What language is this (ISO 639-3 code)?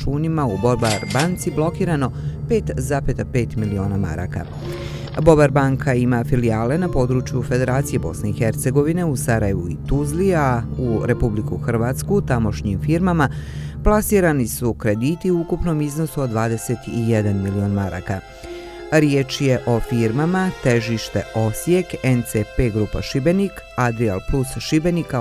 bos